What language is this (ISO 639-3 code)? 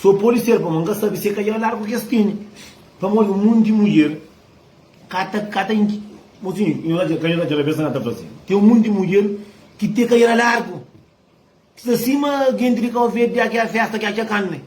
kea